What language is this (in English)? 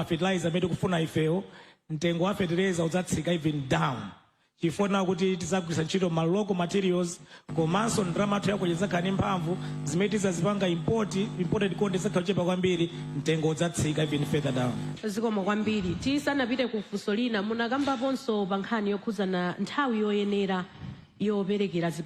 Nyanja